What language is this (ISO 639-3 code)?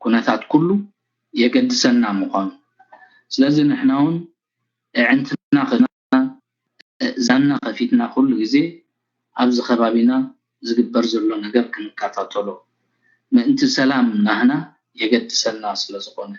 tir